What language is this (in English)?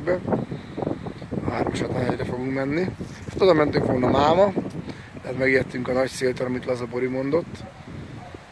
Hungarian